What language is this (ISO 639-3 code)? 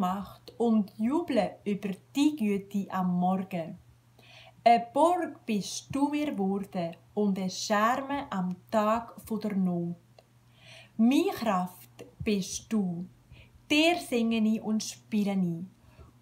gsw